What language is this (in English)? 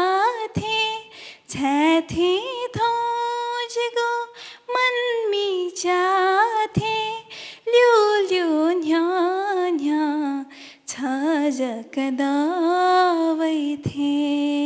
Newari